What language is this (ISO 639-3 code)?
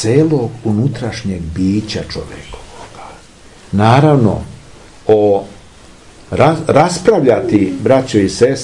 srp